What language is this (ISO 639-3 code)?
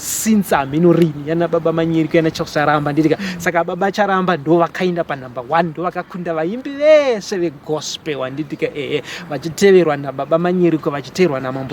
sna